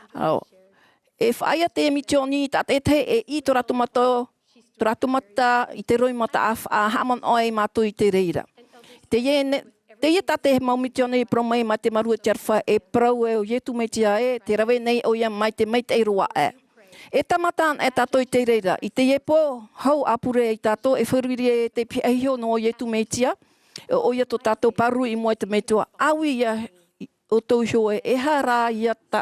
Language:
Tahitian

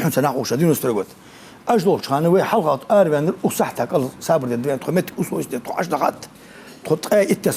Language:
Ingush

